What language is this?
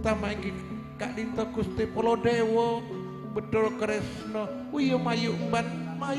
Madurese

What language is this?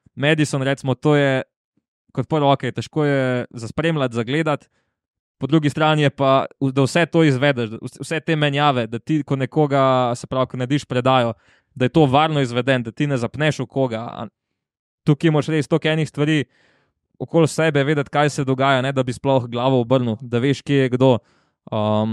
Slovenian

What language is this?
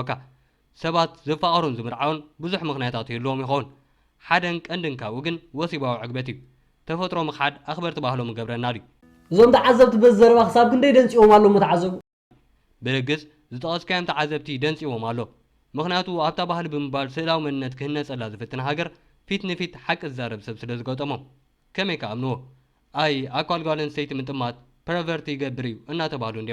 Tigrinya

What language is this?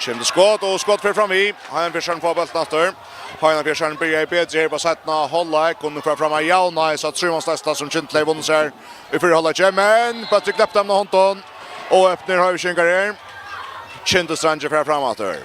Faroese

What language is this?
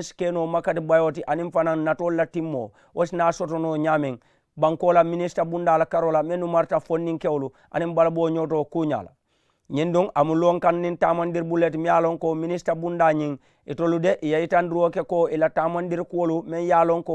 Mandingo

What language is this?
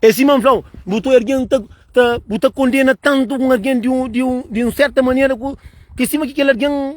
Kabuverdianu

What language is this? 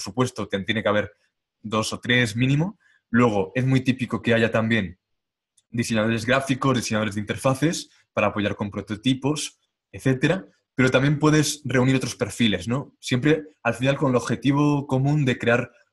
Spanish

